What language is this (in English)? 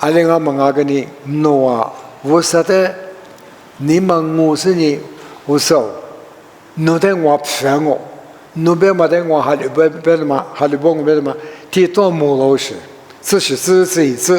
Lisu